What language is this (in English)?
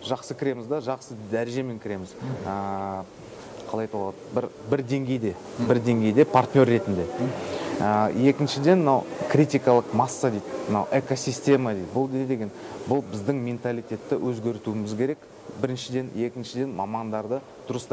Kazakh